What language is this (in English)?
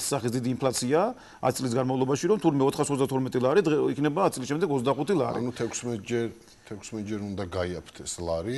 Georgian